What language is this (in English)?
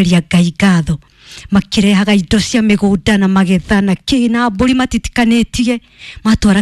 Kikuyu